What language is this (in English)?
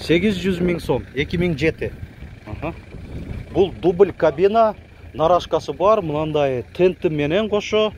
Kyrgyz